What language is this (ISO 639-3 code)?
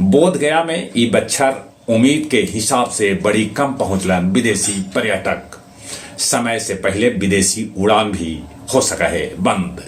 mag